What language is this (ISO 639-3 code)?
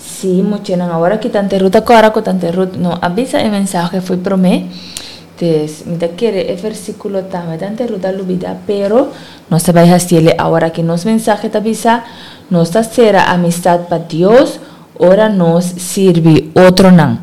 pap